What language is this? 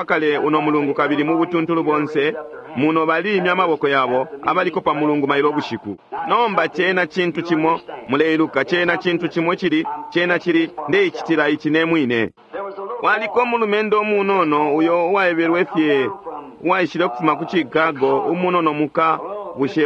Bemba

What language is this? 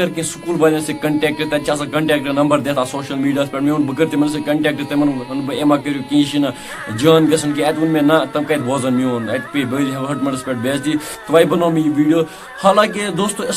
Kashmiri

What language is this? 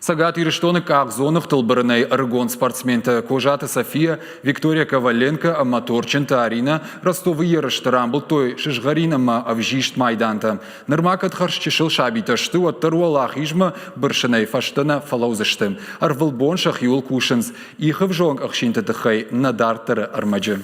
Ossetic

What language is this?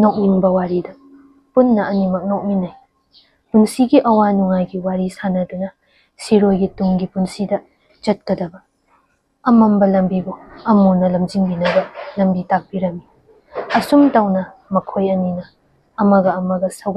Manipuri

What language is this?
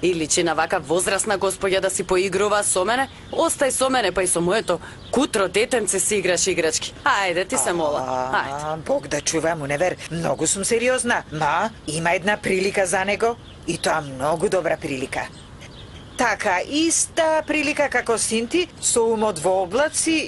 Macedonian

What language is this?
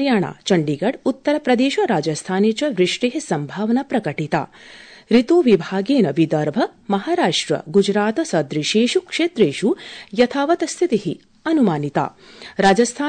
Sanskrit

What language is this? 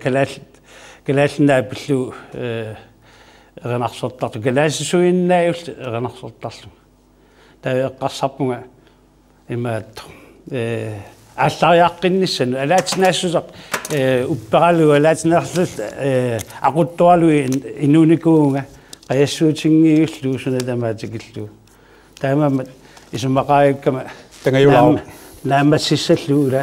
Kalaallisut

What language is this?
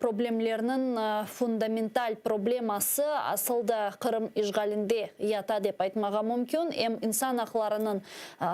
Crimean Tatar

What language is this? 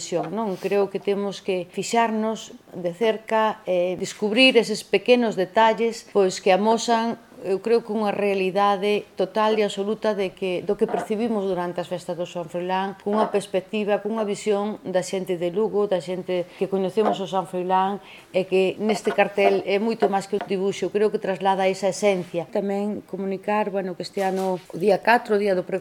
Galician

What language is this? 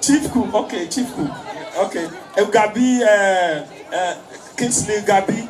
Nigerian Pidgin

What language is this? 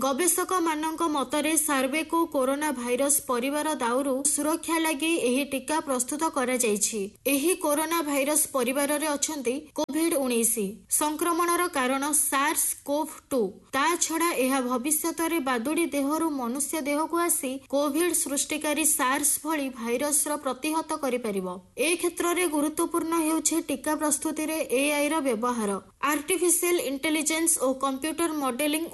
Odia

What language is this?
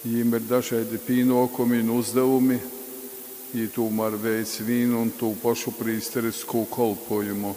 Latgalian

